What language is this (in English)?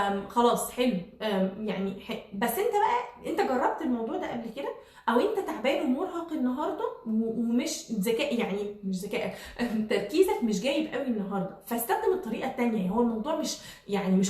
Egyptian Arabic